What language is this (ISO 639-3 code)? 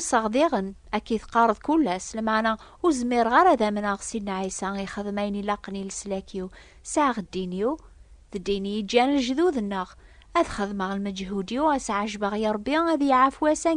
kab